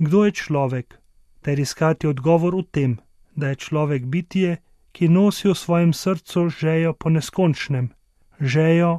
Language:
Slovenian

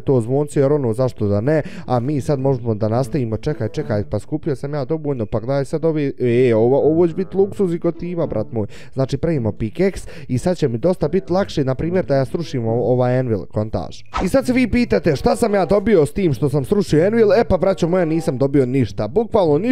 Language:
Bosnian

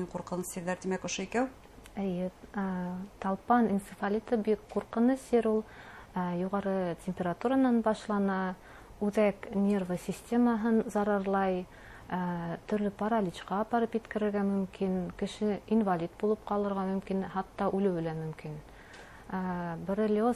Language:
Bashkir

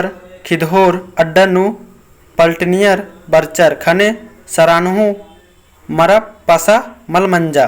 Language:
Kurukh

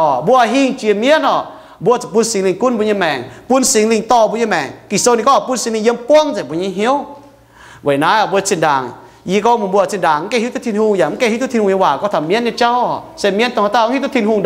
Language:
Iu Mien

